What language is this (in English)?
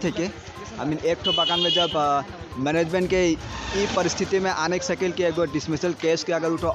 Sadri